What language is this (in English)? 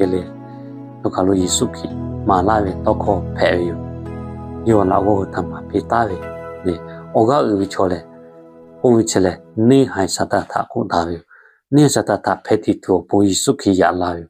Lahu